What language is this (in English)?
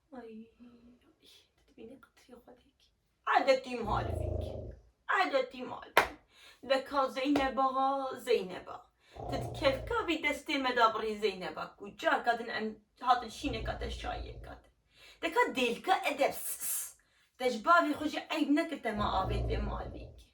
Kurdish